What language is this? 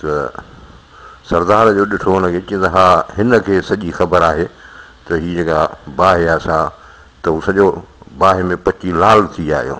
Sindhi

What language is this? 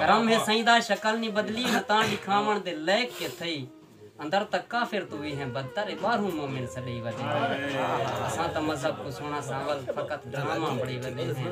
Saraiki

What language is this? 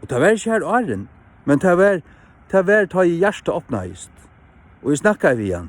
Faroese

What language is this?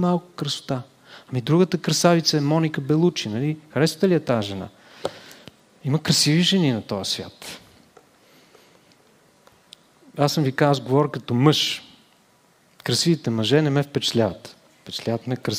Bulgarian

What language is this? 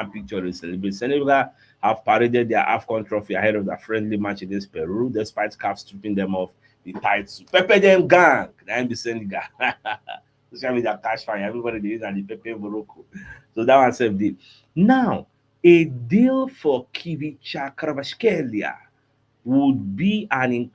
Nigerian Pidgin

